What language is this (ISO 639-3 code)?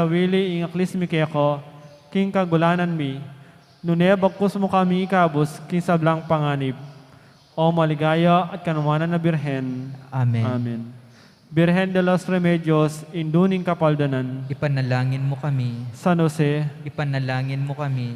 pam